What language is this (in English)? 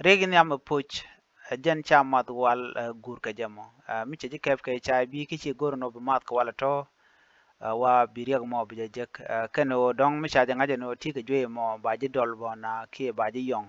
Nuer